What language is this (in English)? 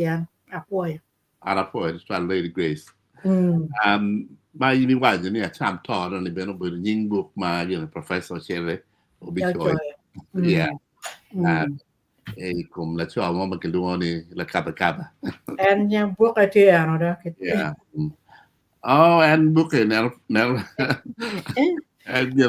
Acoli